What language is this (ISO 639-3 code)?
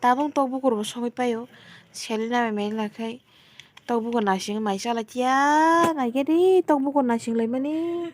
trp